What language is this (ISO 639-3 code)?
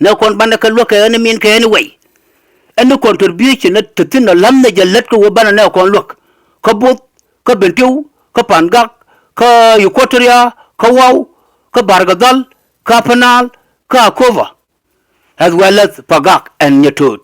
nus